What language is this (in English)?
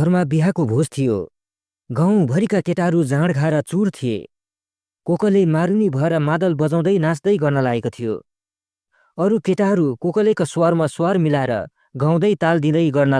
Nepali